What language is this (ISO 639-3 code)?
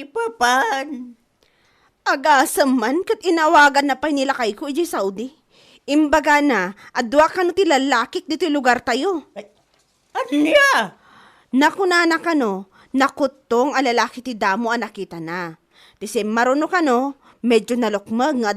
ilo